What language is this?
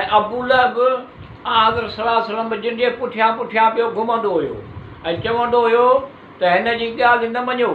Sindhi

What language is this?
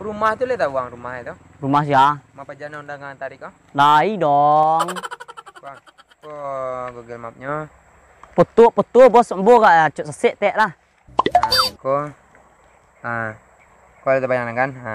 Minangkabau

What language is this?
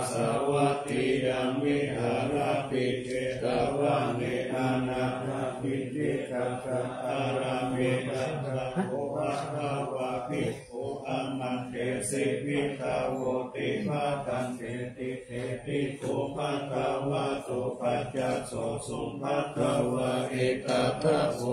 Pali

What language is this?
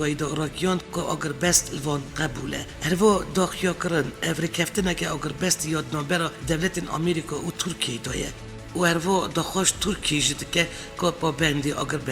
Kurdish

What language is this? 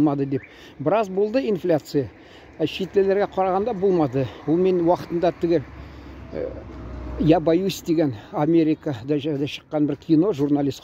Tatar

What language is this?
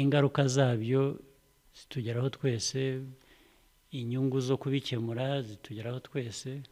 Kinyarwanda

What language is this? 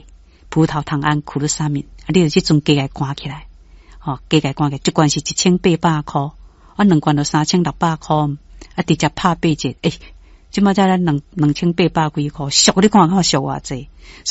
Min Nan Chinese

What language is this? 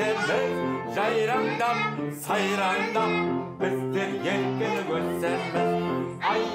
Kazakh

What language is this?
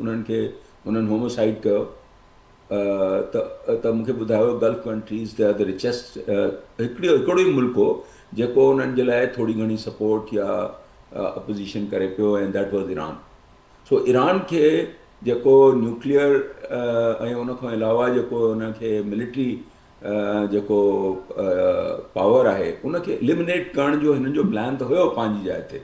Sindhi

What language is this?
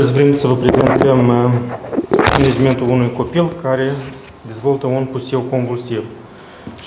Romanian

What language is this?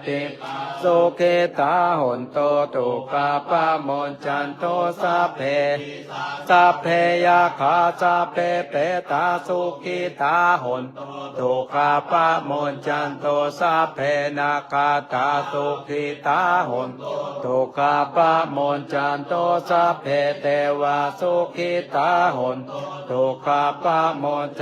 Pali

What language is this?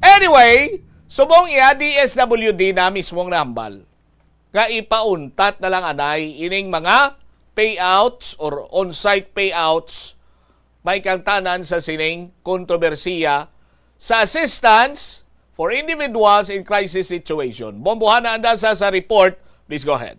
Hiligaynon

